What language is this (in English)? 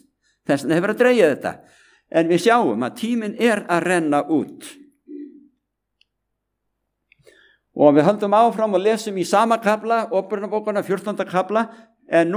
Icelandic